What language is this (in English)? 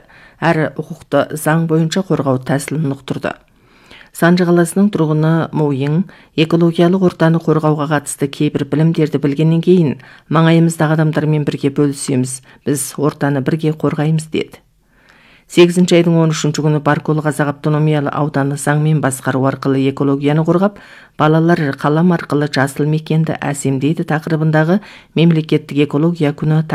Kazakh